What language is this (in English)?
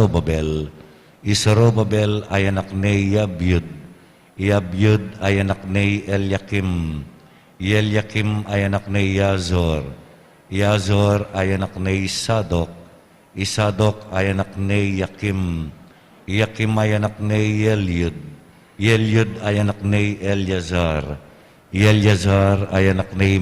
Pampanga